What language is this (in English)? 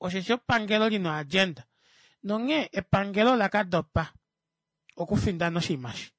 Kuanyama